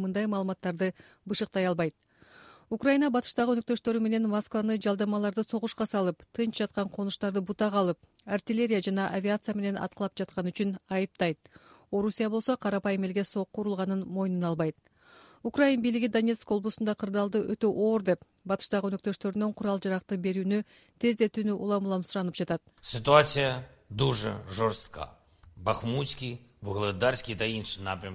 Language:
Kyrgyz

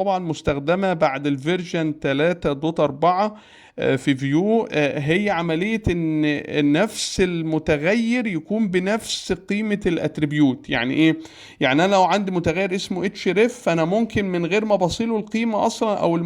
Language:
Egyptian Arabic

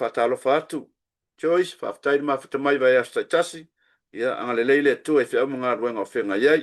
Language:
Samoan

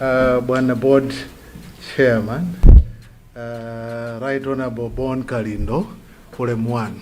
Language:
Nyanja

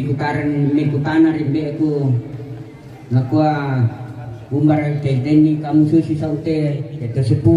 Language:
Toraja-Sa'dan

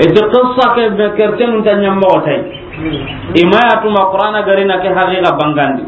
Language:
Soninke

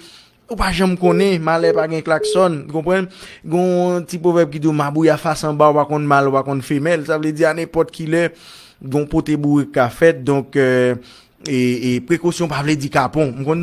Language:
Haitian Creole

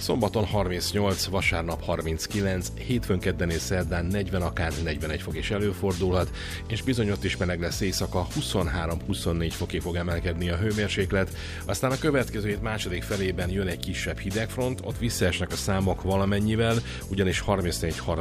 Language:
Hungarian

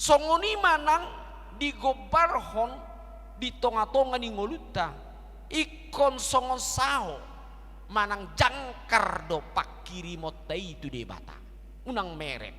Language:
Batak Toba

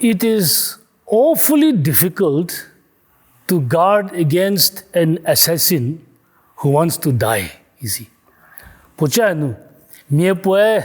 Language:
Angami Naga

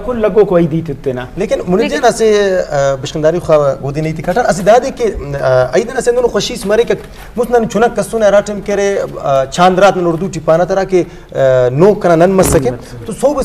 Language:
Eastern Balochi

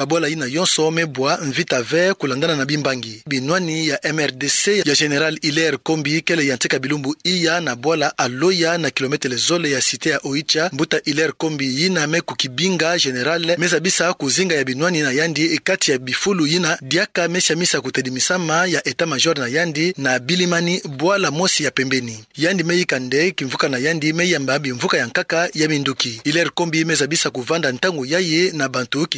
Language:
Kituba (Democratic Republic of Congo)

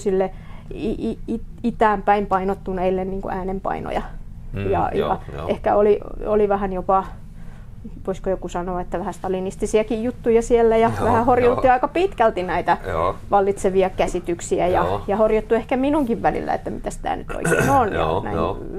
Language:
Finnish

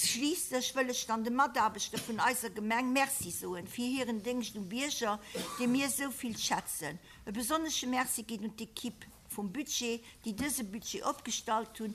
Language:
Luxembourgish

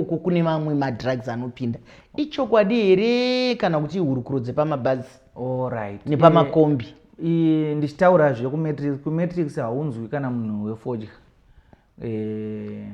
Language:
Shona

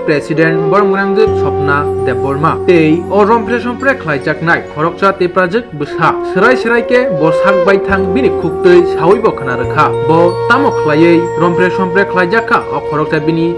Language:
Kok Borok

